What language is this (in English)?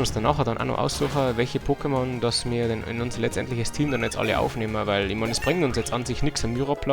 Bavarian